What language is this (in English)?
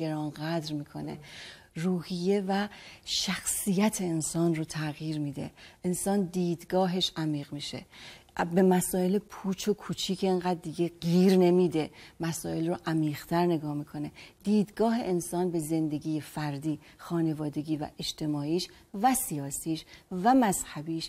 Persian